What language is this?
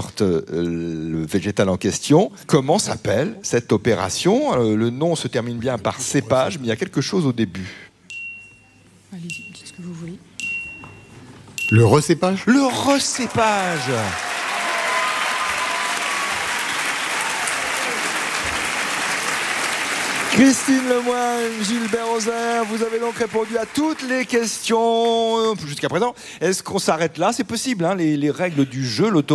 French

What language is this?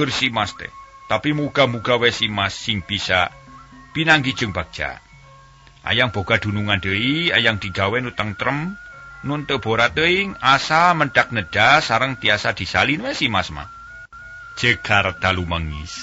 Sundanese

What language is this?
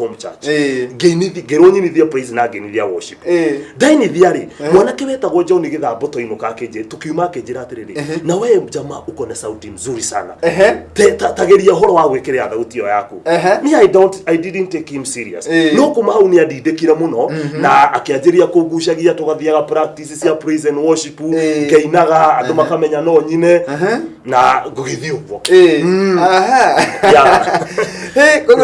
Kikuyu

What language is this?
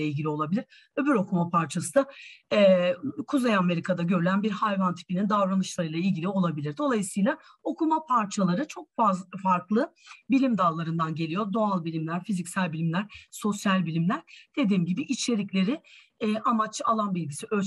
Turkish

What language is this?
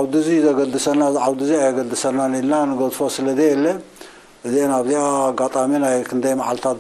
Tigrinya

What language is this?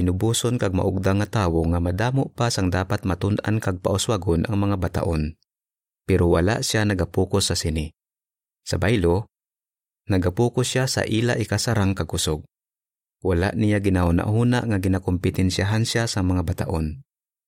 Hiligaynon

